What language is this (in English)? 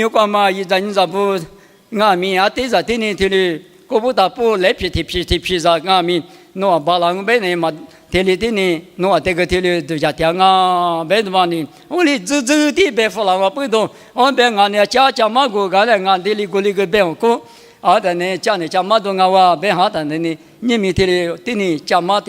Lisu